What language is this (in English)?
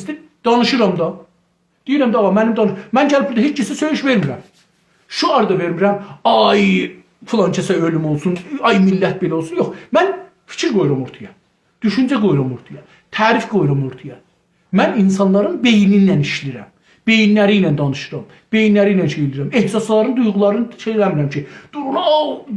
South Azerbaijani